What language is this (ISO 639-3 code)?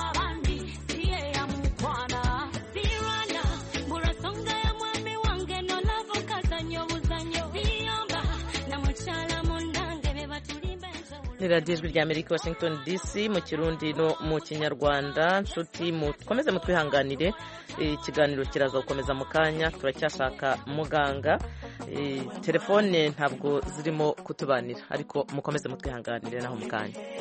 kin